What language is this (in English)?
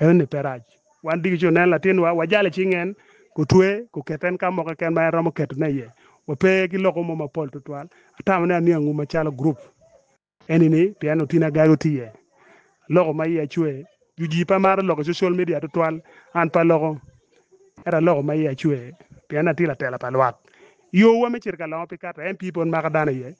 Acoli